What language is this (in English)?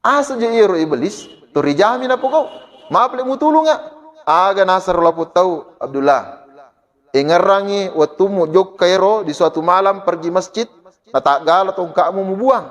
Buginese